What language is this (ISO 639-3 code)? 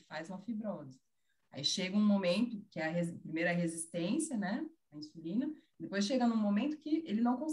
por